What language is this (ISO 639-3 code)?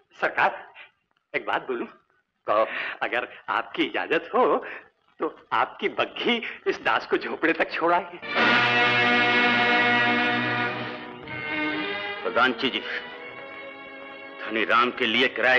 hin